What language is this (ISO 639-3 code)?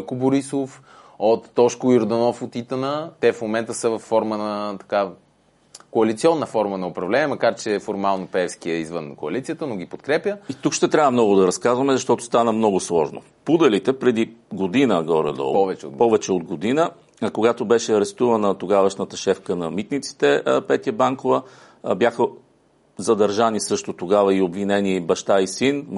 bul